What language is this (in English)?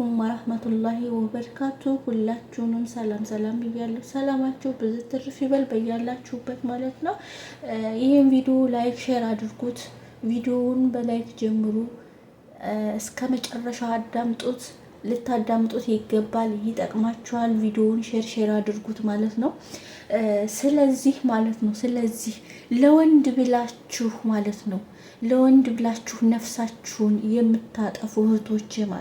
Amharic